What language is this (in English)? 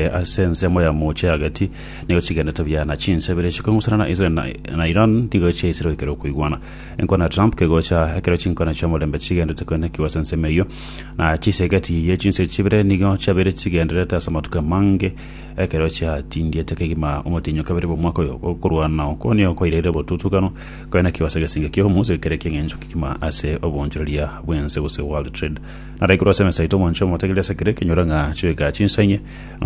Gusii